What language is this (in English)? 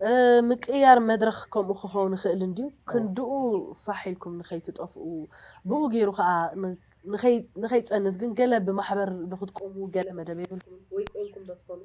Tigrinya